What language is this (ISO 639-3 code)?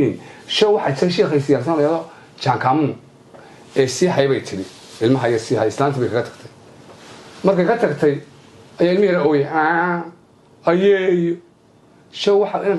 som